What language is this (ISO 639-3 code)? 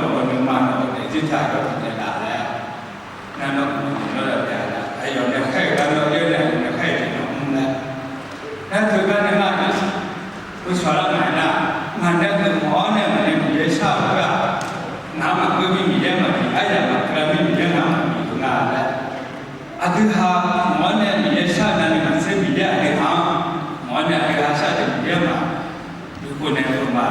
ahk